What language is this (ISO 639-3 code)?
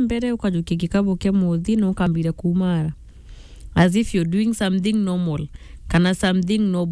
mer